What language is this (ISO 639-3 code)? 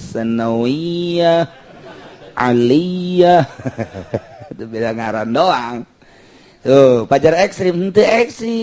sun